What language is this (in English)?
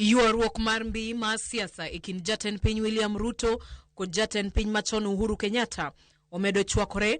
Luo (Kenya and Tanzania)